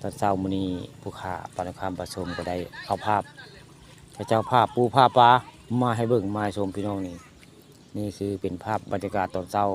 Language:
Northeastern Thai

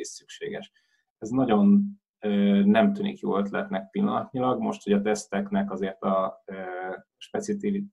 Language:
Hungarian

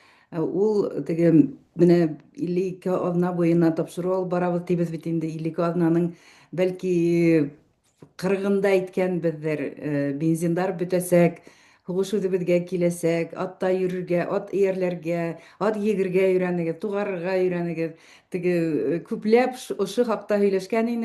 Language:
Bashkir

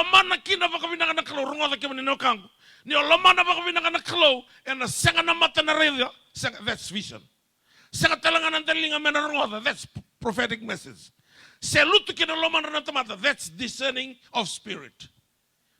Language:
Fijian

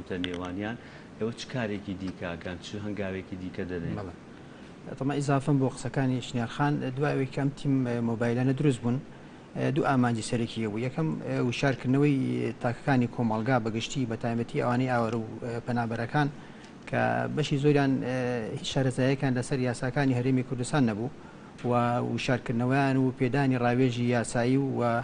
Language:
Central Kurdish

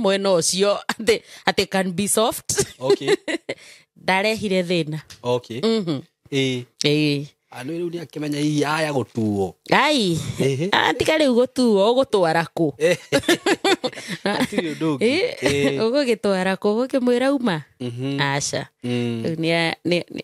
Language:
Kikuyu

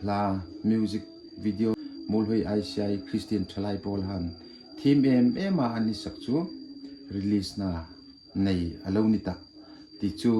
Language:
Hmar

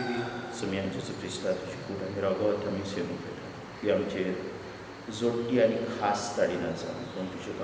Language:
Konkani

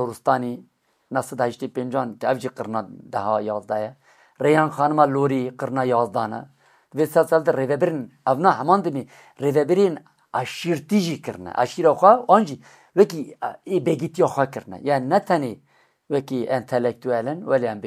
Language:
Kurdish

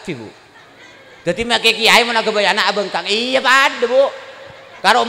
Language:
Madurese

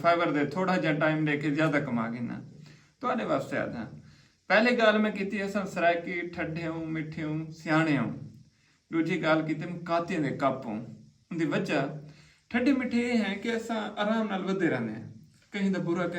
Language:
Saraiki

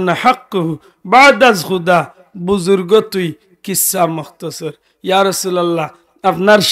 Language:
Sylheti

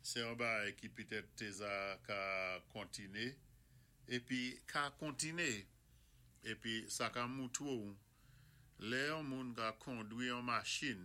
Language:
Saint Lucian Creole French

